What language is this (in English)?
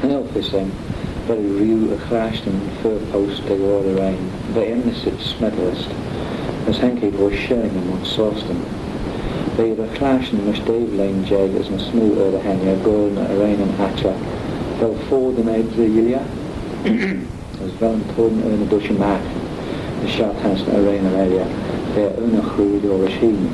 Manx